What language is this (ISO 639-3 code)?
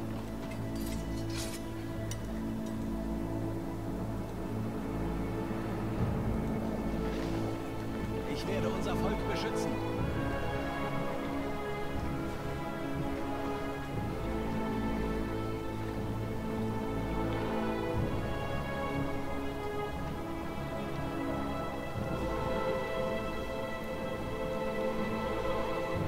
deu